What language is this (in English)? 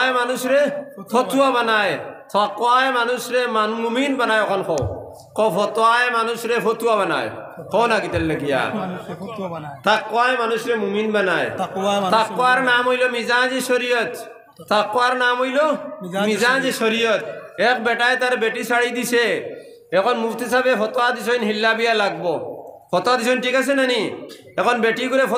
Sylheti